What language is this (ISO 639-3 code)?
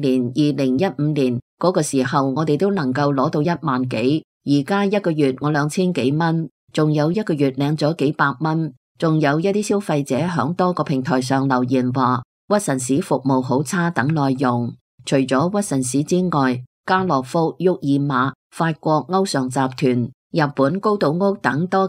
yue